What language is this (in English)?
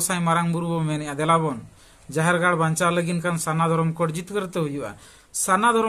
Santali